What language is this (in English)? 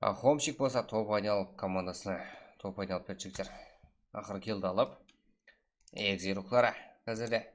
Kara-Kalpak